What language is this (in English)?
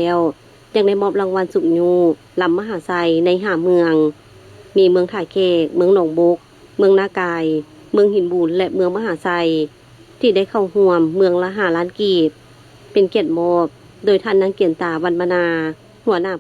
Lao